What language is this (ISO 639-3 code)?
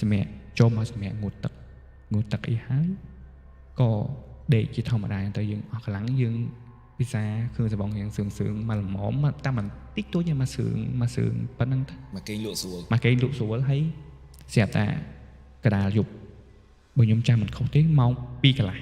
khm